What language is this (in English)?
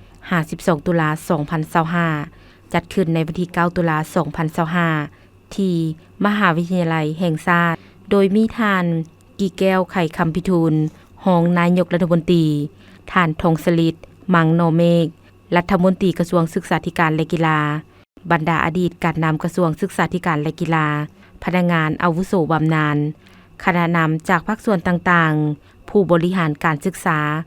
Lao